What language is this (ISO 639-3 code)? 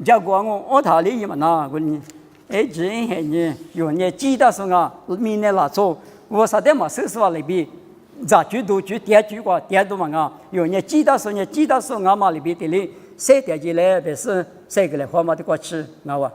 lis